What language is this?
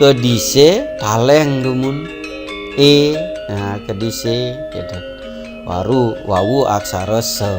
Balinese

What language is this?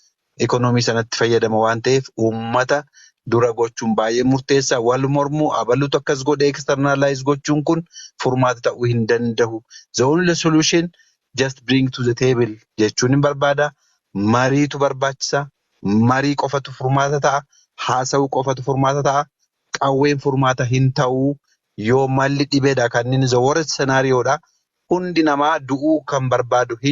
Oromo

